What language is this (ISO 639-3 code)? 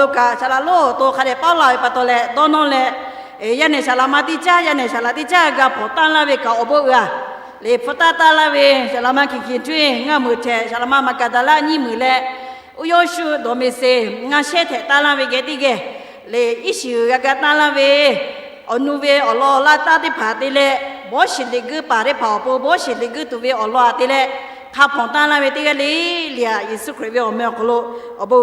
lhu